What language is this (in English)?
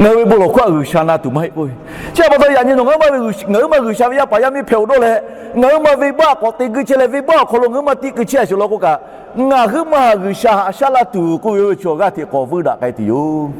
Lahu